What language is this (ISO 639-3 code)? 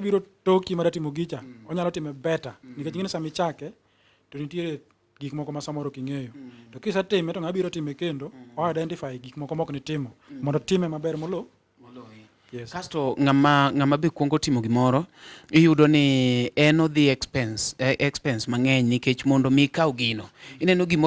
luo